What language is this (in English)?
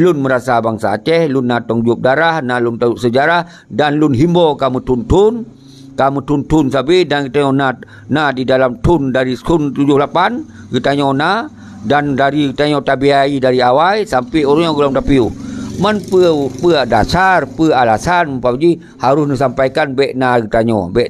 Achinese